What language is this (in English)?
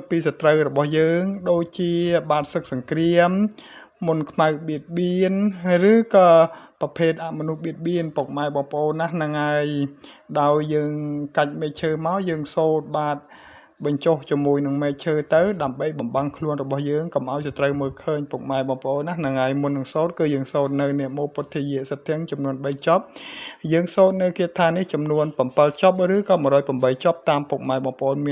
Khmer